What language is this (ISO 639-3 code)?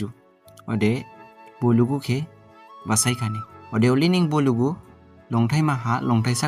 dis